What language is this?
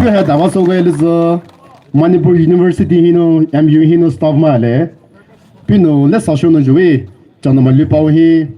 Poumei Naga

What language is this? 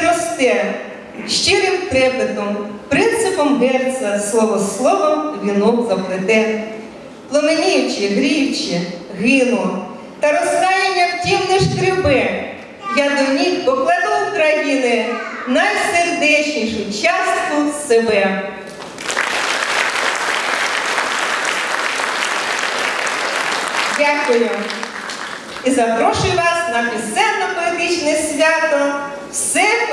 Ukrainian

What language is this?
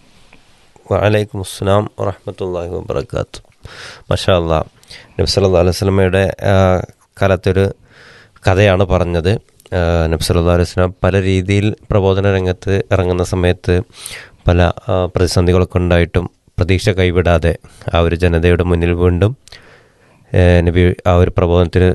Malayalam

